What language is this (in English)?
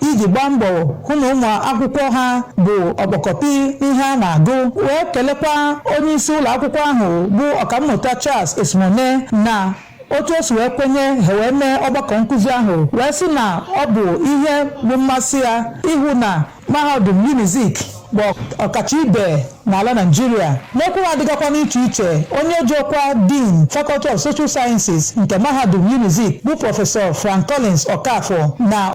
Igbo